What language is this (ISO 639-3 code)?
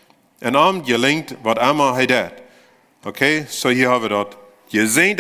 pdt